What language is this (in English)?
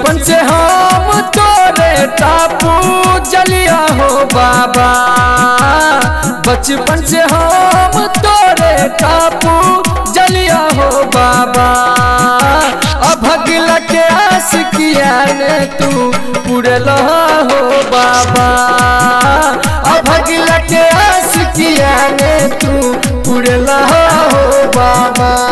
Bhojpuri